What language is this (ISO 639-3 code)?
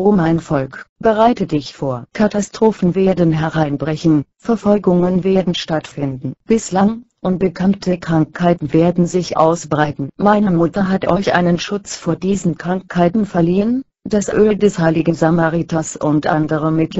deu